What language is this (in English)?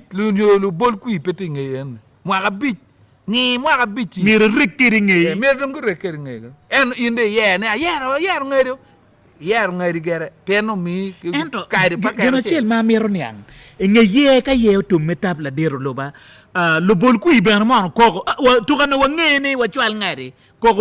Acoli